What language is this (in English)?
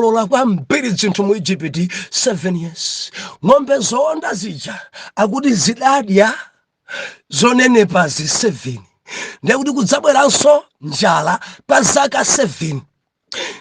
Nyanja